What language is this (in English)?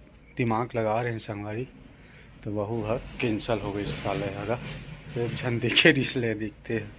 Chhattisgarhi